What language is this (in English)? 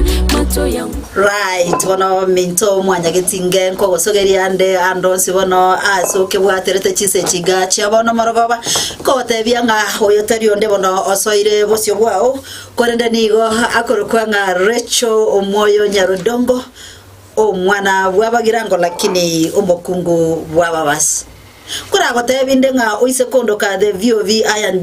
Gusii